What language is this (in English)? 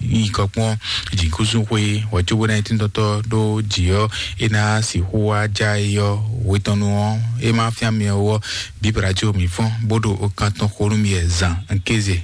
Fon